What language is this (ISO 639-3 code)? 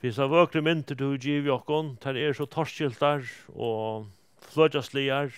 fao